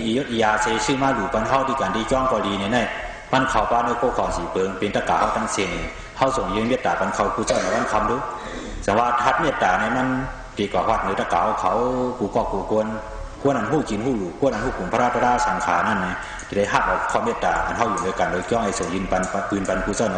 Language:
Shan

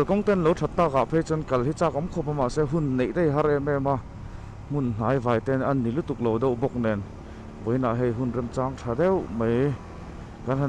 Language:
Mizo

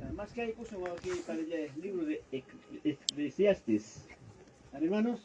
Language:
Ayacucho Quechua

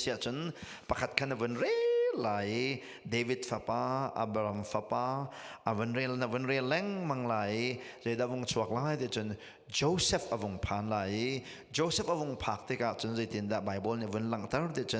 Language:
Hakha Chin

